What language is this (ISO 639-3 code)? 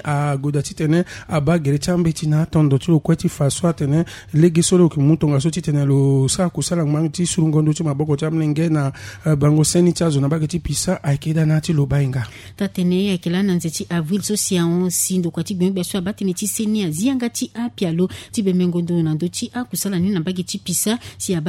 sag